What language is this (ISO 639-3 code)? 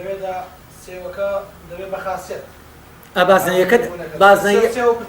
ckb